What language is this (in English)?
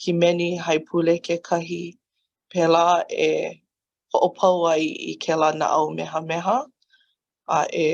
Hawaiian